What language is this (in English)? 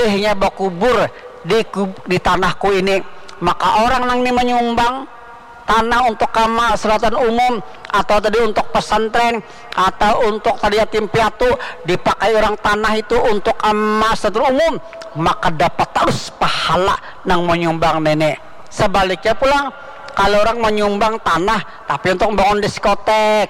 Banjar